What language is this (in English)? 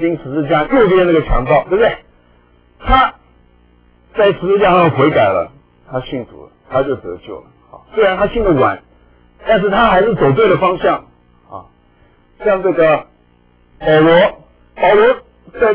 Chinese